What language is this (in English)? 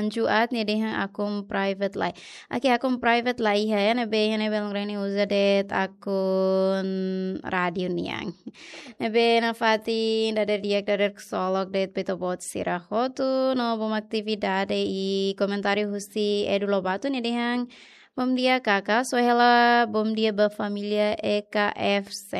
Tetum